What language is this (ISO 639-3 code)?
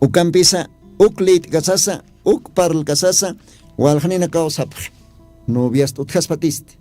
aym